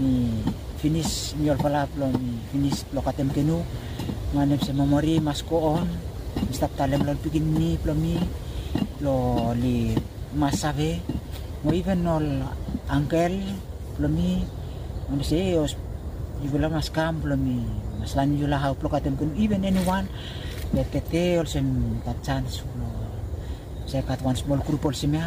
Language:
Bislama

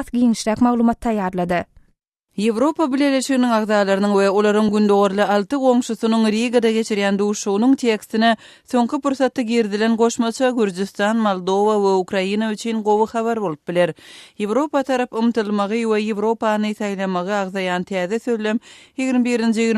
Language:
Turkmen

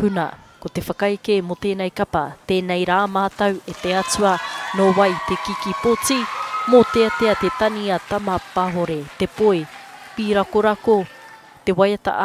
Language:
Māori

